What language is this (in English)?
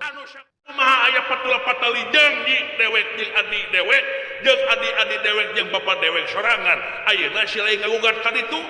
Sundanese